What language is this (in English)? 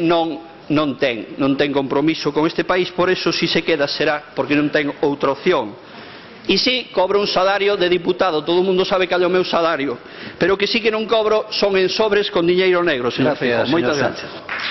Galician